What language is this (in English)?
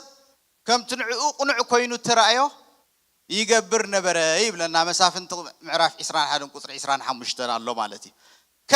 Tigrinya